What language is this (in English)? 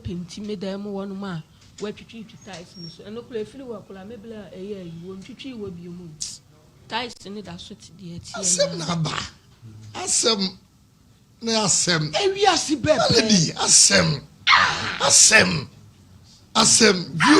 Akan